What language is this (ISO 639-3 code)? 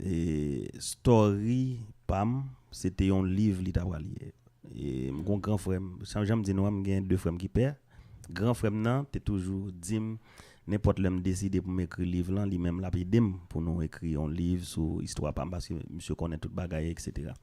hat